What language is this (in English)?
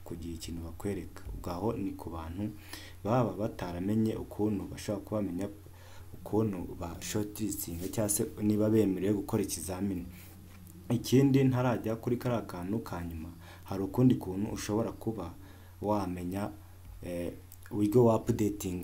Kinyarwanda